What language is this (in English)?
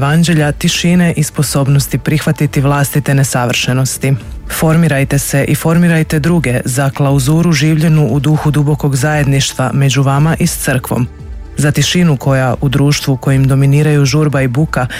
Croatian